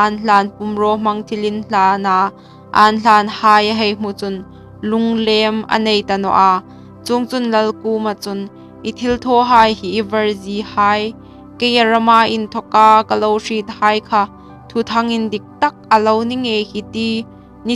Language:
Hmar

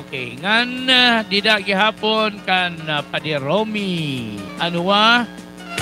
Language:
Waray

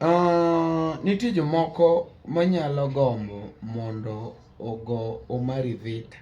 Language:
Luo (Kenya and Tanzania)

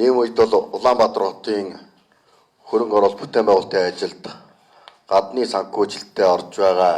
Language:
Mongolian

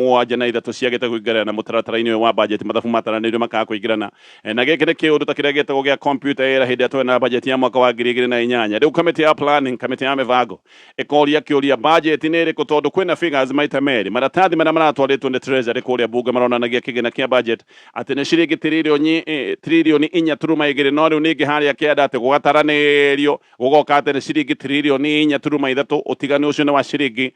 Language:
Kikuyu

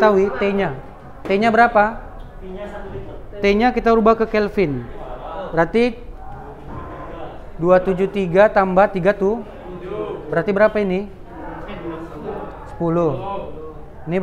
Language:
Indonesian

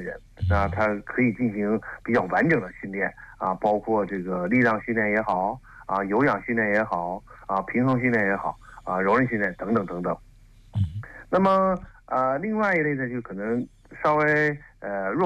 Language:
Chinese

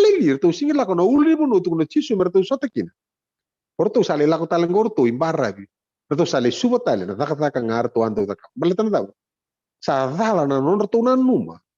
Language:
Fijian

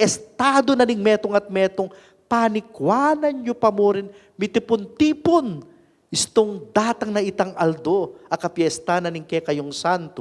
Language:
Pampanga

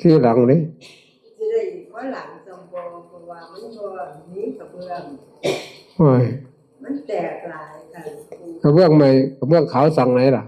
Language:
Northeastern Thai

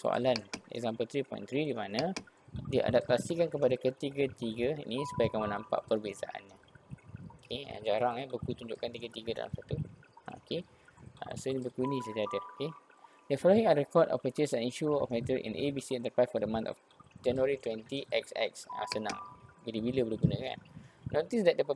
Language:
Malay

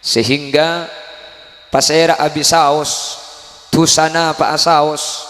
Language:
Madurese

